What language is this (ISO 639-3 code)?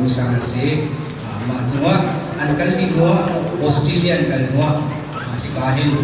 cnh